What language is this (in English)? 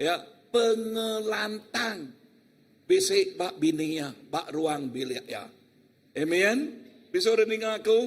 Iban